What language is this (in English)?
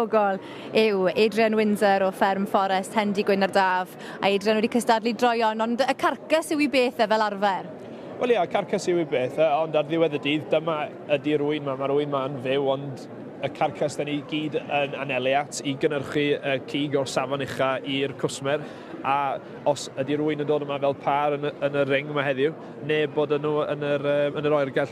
Welsh